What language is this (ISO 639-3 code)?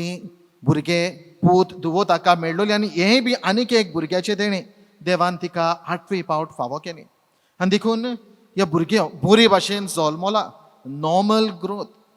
kok